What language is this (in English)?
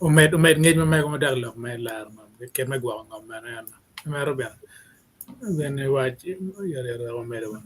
Acoli